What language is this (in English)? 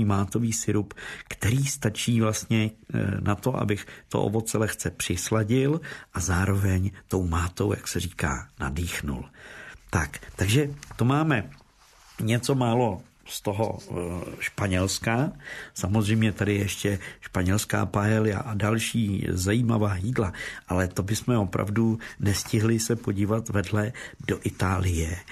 Czech